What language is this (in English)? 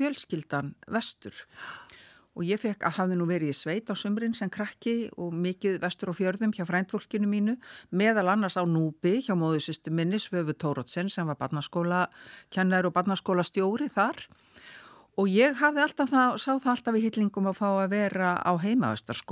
Icelandic